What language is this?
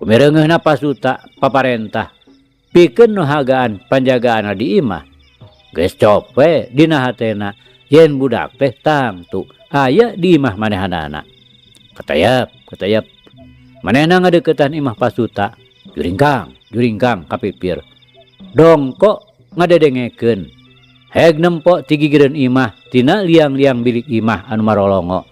Sundanese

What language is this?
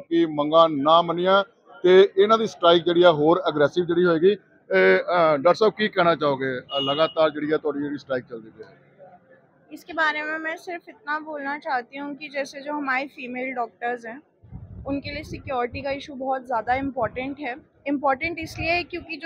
Punjabi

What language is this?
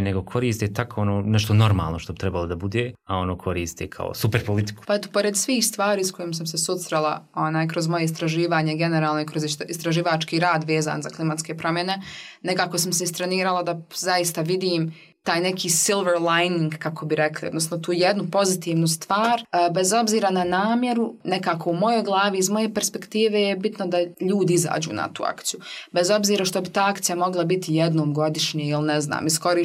Bosnian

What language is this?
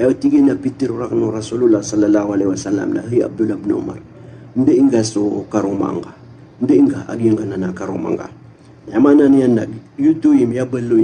Maranao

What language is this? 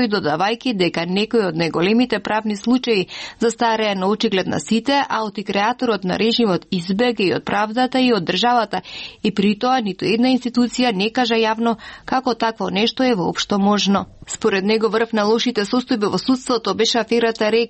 Macedonian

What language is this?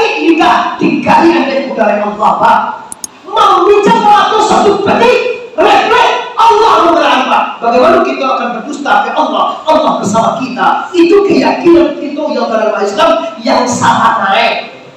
Minangkabau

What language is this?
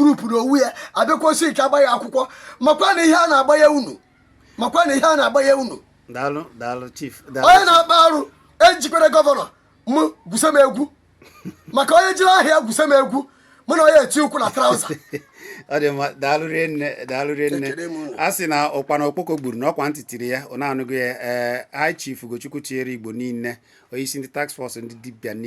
Igbo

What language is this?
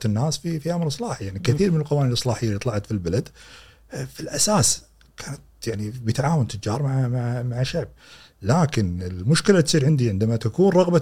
Gulf Arabic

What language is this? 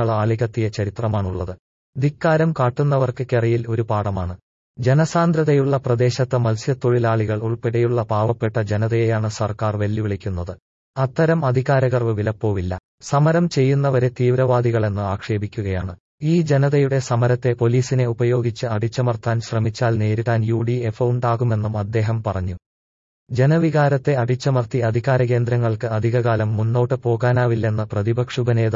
Malayalam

